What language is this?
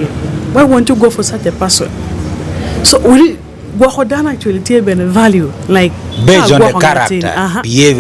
Acoli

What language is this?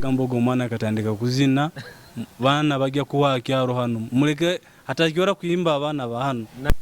Nyoro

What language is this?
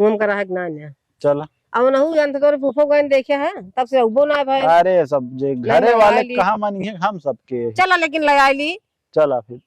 Awadhi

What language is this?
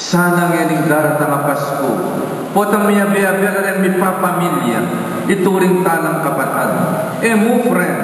Pampanga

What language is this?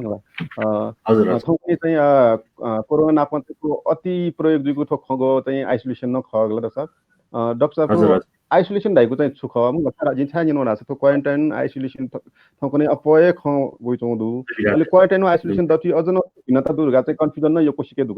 Newari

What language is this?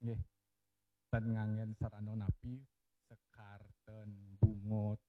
Balinese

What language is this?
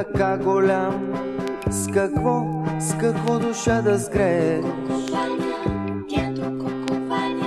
Bulgarian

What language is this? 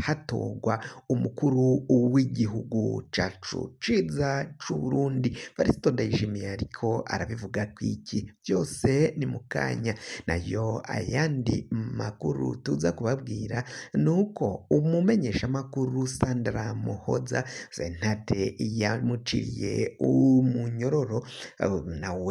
Rundi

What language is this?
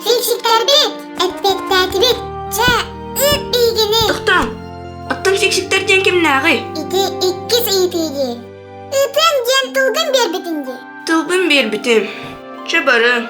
Yakut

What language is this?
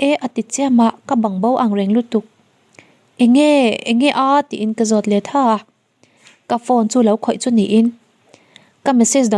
Mizo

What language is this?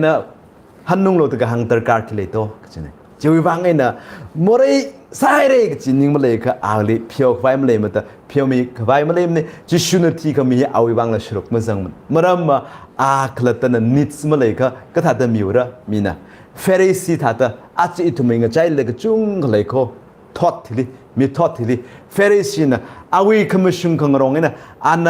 Tangkhul Naga (India)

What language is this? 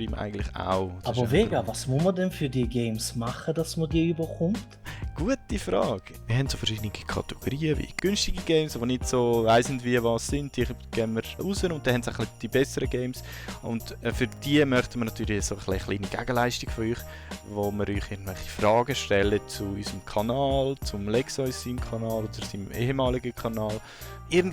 Swiss German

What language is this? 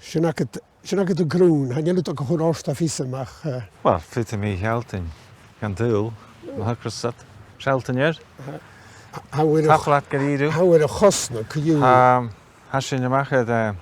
Scottish Gaelic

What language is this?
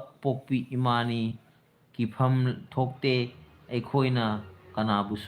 Manipuri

